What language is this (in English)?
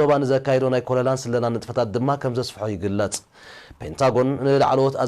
Tigrinya